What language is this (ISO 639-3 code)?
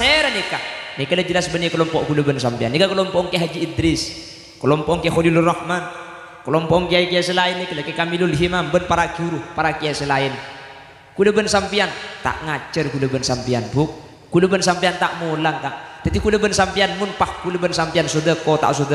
mad